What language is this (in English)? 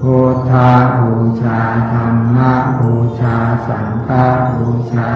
Pali